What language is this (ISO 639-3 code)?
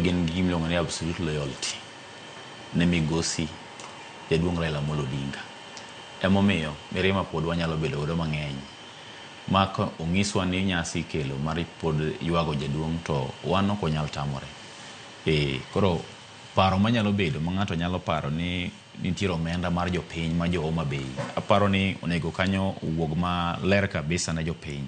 luo